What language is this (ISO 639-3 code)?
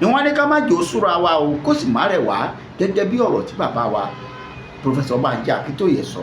yor